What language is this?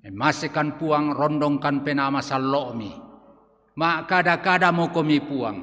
Toraja-Sa'dan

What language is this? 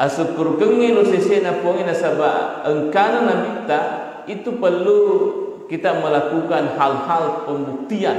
Buginese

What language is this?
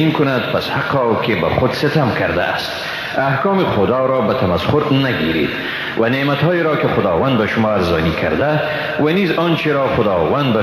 Persian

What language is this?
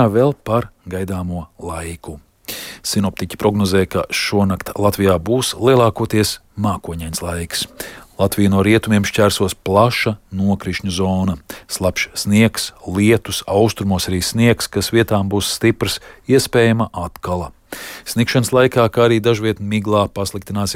Latvian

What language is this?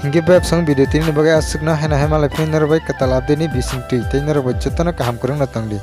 Kok Borok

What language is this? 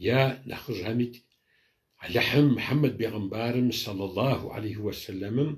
Kabardian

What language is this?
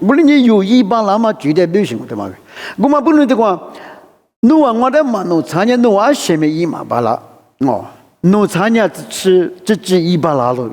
Lisu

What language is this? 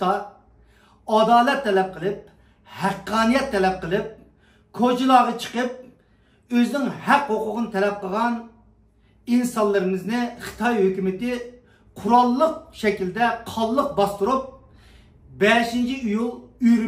Uyghur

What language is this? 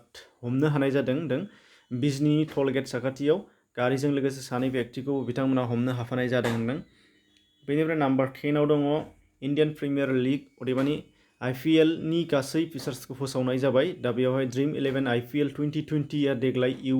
Bodo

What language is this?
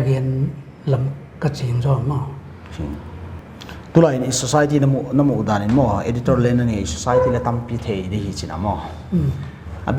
Paite Chin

